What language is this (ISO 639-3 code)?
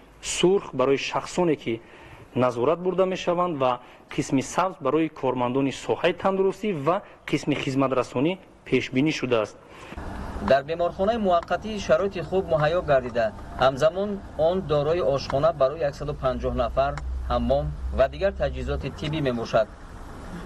tgk